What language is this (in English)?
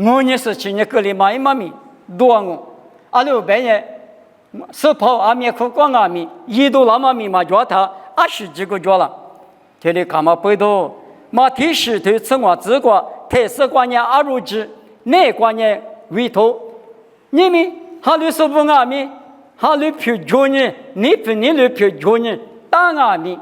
Lisu